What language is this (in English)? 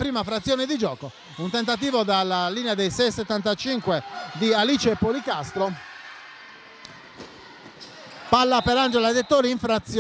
Italian